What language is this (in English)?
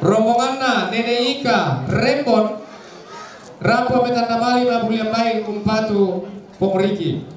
Toraja-Sa'dan